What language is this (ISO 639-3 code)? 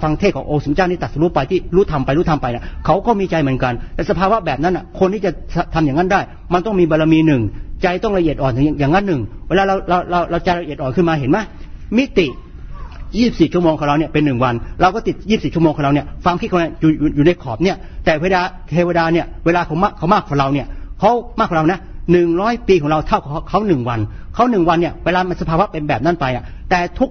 tha